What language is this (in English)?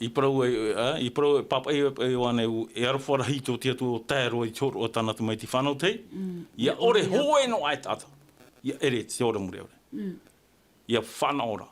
Tahitian